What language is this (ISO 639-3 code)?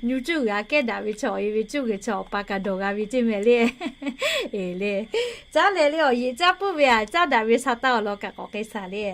lhu